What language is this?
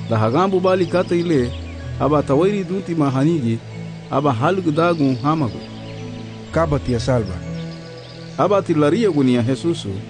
Garifuna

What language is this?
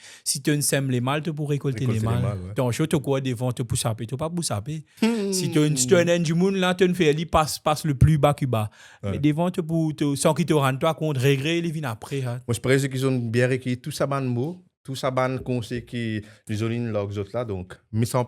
Morisyen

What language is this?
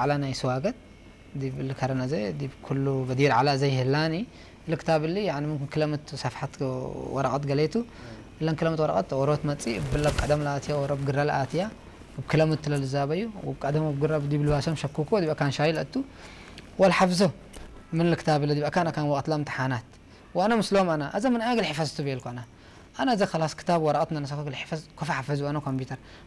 Tigrinya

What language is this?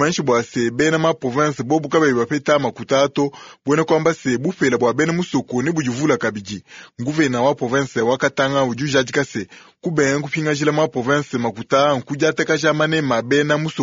Luba-Lulua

